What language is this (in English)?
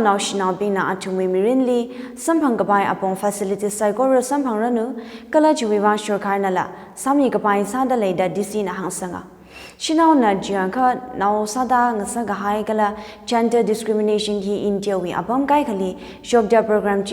Tangkhul Naga (India)